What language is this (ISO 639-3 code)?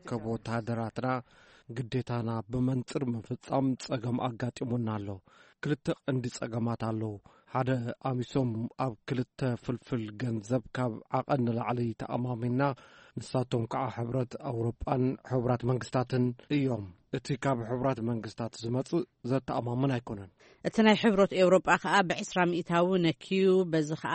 tir